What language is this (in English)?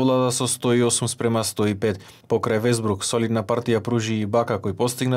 Macedonian